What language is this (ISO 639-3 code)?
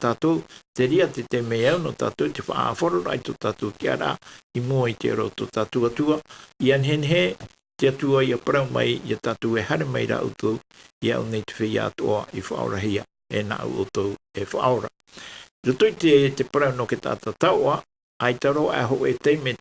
tah